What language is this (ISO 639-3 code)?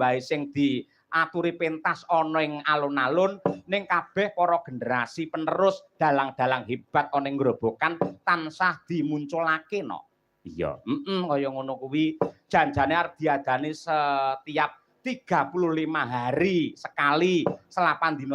jav